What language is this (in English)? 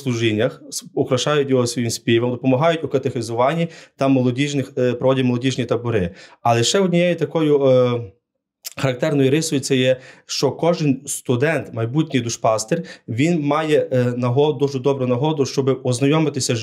Ukrainian